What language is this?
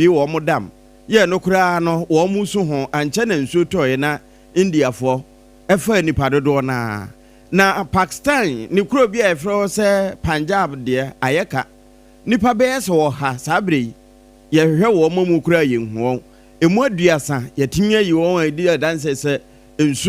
Akan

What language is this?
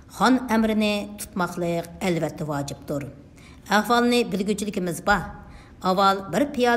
Uyghur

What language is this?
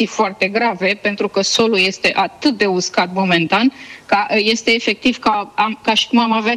Romanian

